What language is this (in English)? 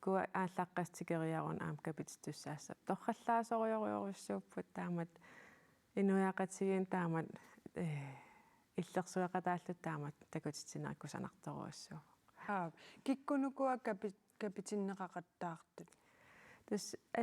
Kalaallisut